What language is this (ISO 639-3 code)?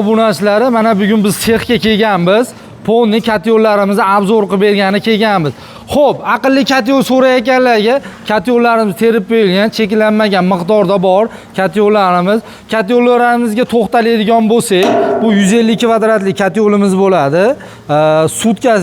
uzb